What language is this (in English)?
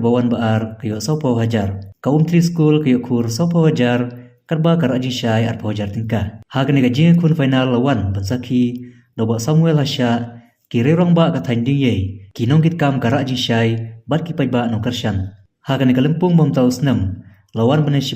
Khasi